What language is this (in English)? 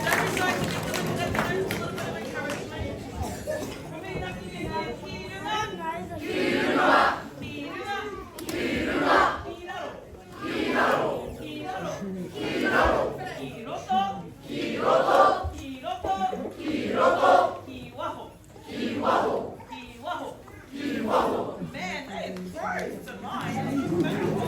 Māori